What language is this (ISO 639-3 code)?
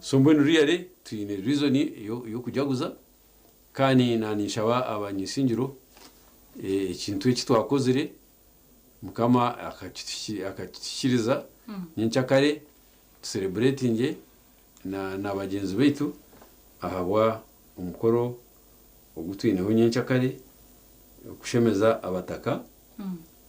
nyn